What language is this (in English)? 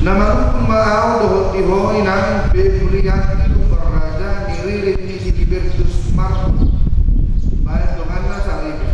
Batak Toba